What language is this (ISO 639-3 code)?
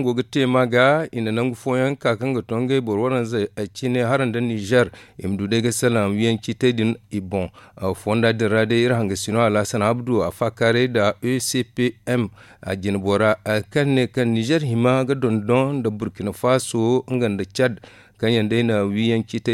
dje